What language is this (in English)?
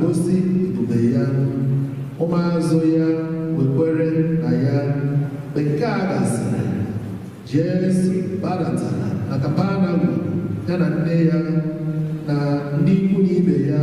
Igbo